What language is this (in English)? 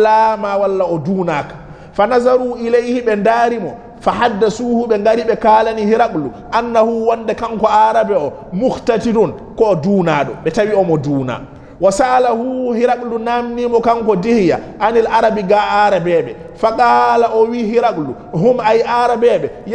Fula